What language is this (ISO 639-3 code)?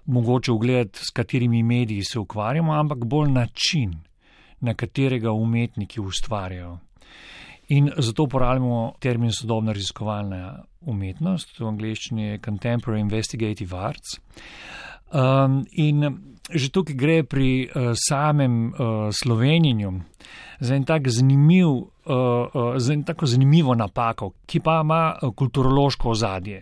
slv